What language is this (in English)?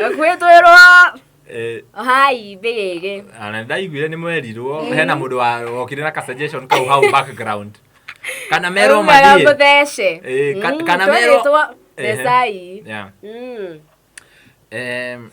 Kikuyu